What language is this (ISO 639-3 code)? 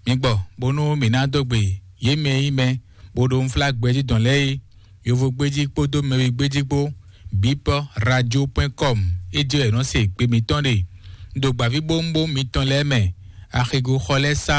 fon